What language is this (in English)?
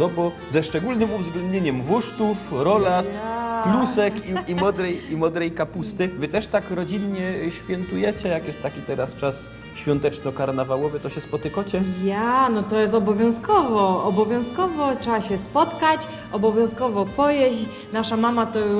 Silesian